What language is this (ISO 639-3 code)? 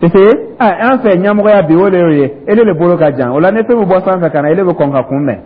dyu